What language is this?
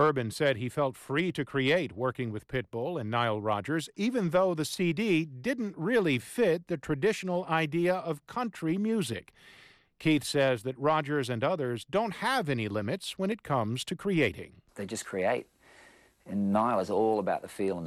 English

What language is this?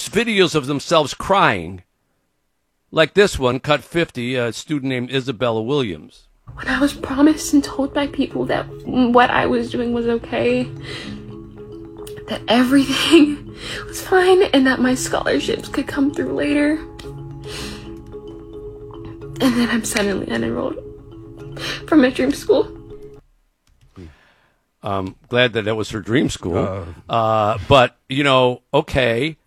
English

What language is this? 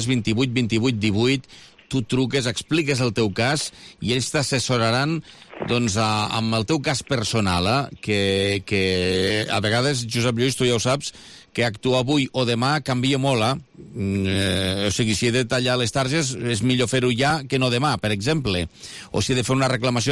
Catalan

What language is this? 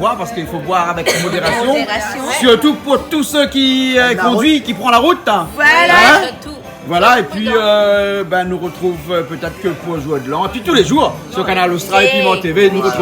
Réunion Creole French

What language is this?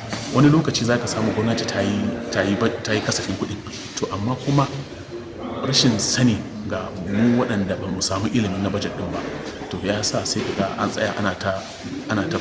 Hausa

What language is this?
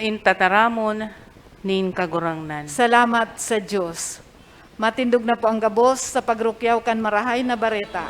Bikol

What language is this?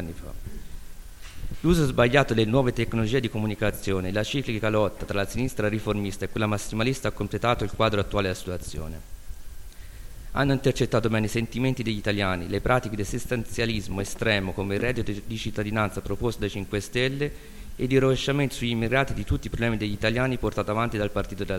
Italian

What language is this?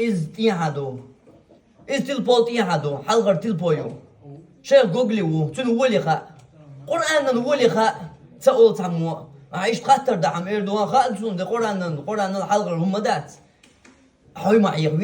Chechen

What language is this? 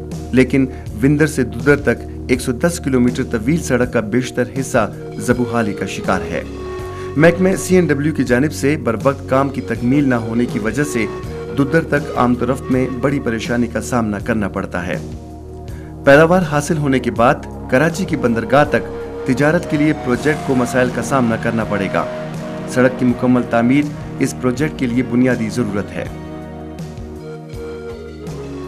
Urdu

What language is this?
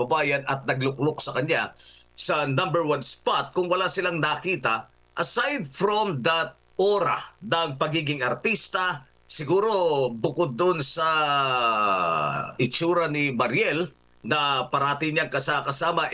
Filipino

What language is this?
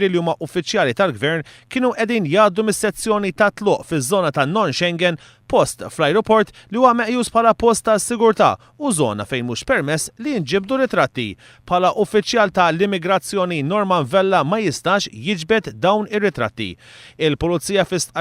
Maltese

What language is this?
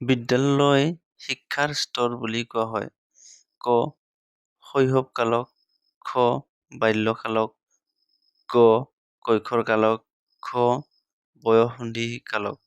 Assamese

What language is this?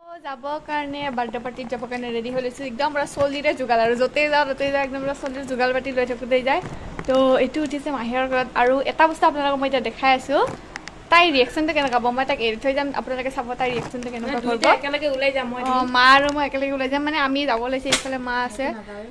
Assamese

